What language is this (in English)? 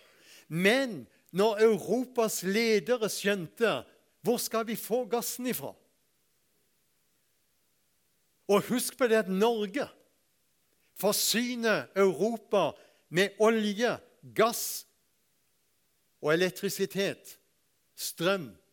Norwegian